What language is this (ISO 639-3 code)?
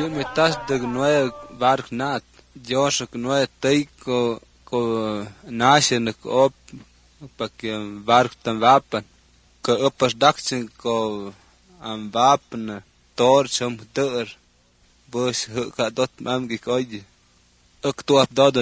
srp